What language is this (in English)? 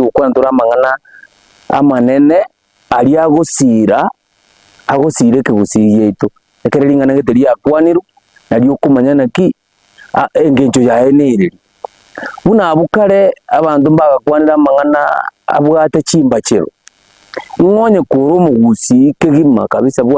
Gusii